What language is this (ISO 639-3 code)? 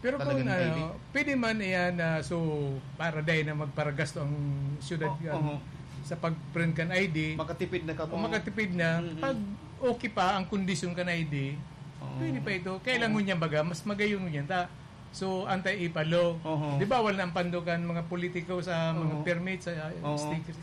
bik